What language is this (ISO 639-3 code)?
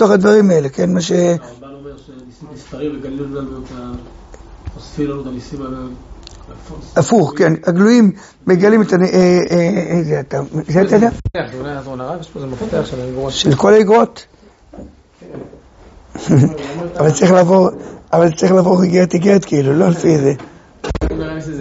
heb